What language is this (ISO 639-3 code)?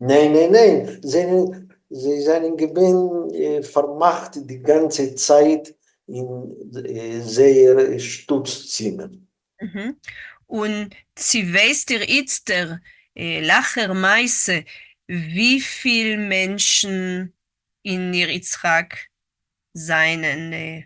yid